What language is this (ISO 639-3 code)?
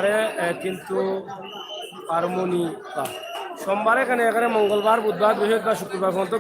syl